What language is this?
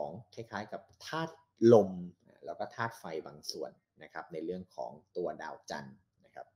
Thai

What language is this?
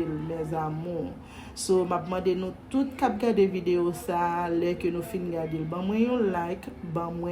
Haitian Creole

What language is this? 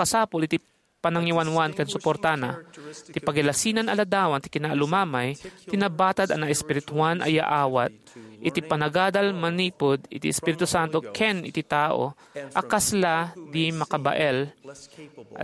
Iloko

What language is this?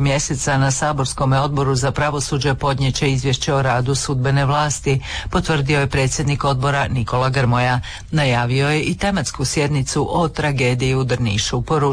Croatian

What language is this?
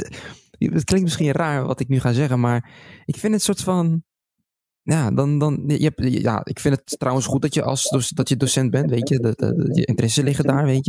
Dutch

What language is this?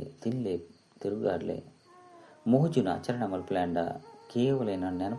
Tulu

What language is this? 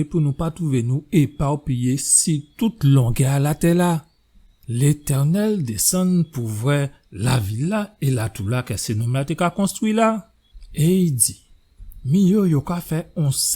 Guadeloupean Creole French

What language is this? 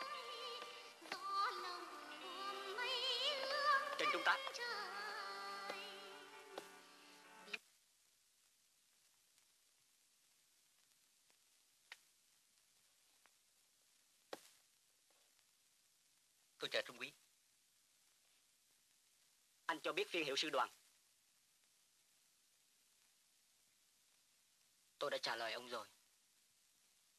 Vietnamese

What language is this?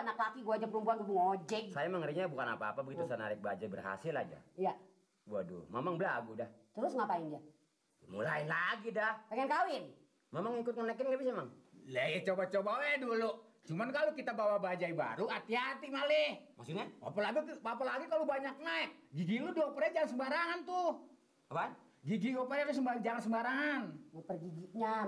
Betawi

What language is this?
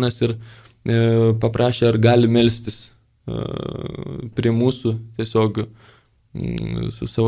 Lithuanian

